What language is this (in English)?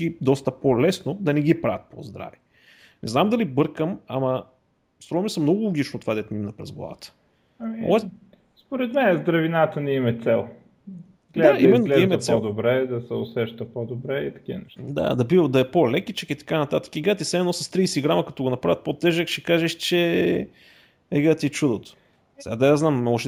Bulgarian